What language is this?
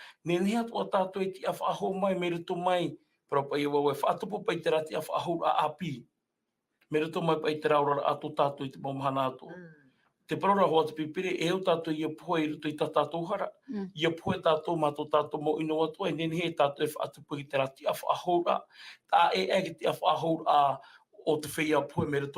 Tahitian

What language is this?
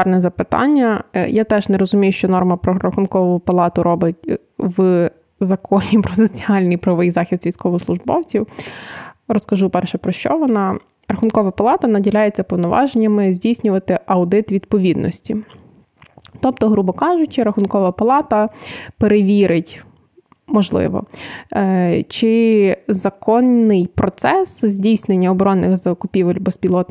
Ukrainian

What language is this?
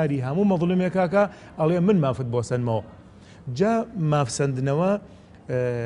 Central Kurdish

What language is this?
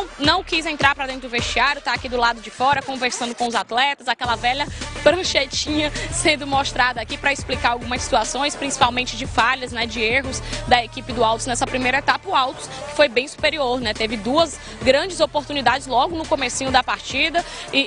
Portuguese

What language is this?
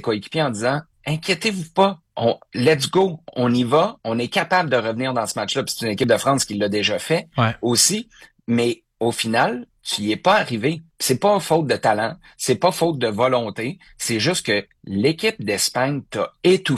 French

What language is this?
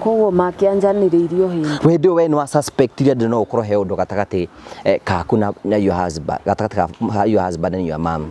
Kikuyu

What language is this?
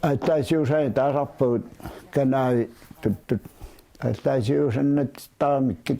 Kalaallisut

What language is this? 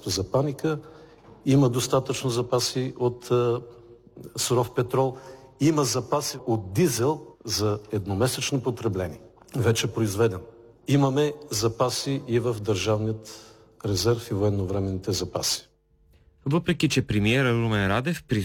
Bulgarian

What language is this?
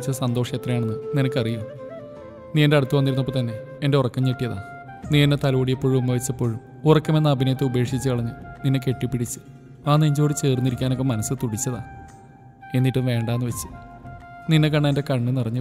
Malayalam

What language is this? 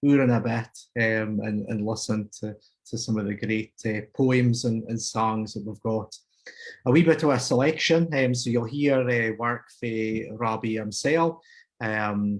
Scots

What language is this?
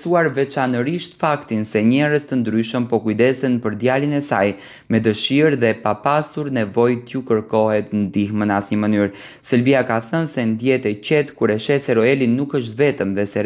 Albanian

